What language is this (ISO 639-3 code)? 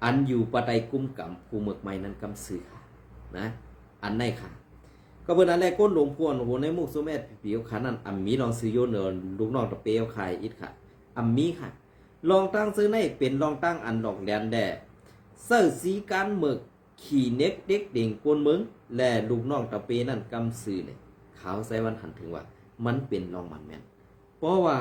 shn